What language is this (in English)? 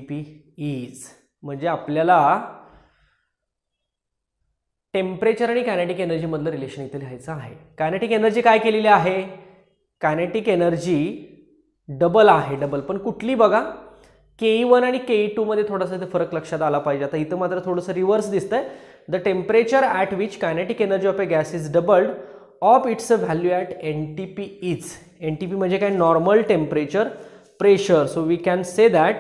Marathi